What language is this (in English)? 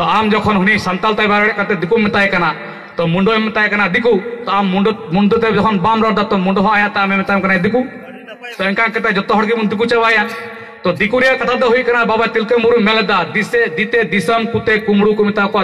Santali